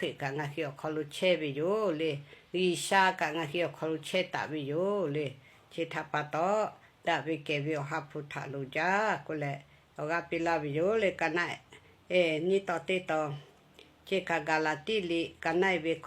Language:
Lahu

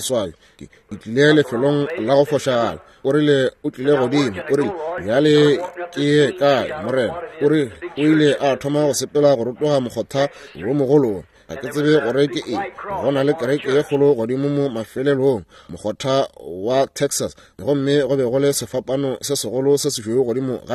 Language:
Northern Sotho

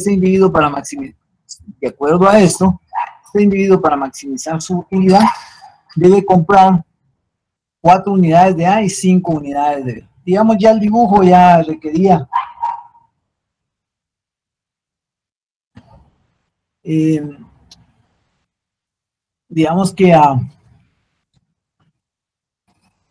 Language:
Spanish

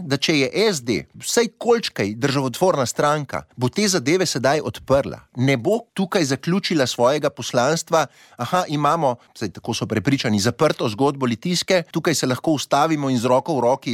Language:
Slovenian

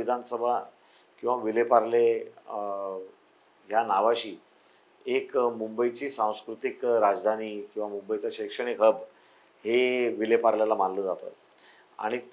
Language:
Marathi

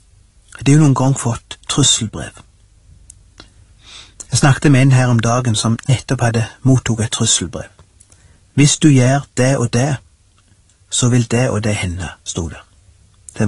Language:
Norwegian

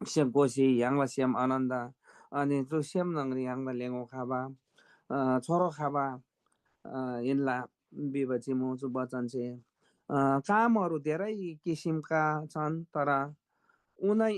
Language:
Eastern Tamang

